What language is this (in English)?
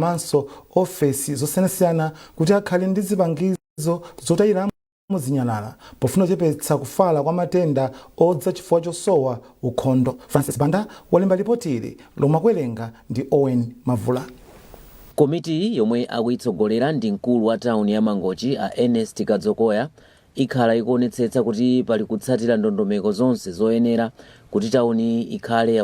Nyanja